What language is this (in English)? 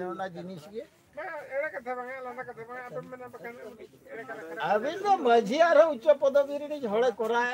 Santali